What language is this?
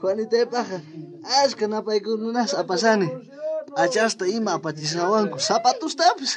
South Bolivian Quechua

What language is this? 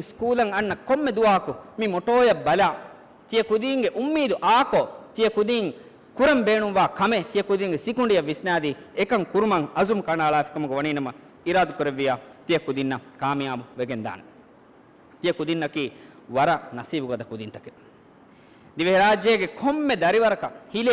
Divehi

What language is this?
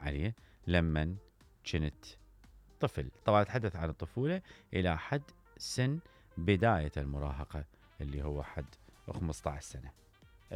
Mesopotamian Arabic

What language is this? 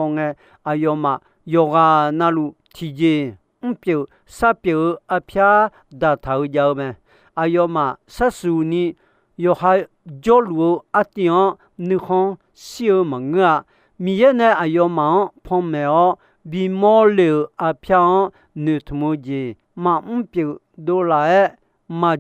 Akha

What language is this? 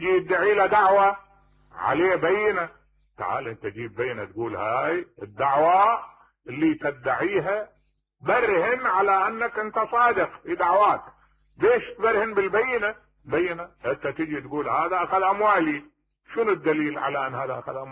Mesopotamian Arabic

